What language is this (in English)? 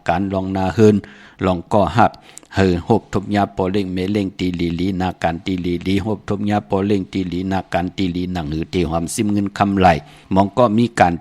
Shan